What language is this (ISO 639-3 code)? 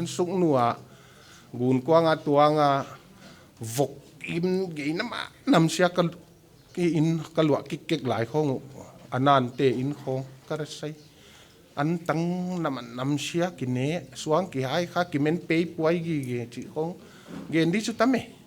pck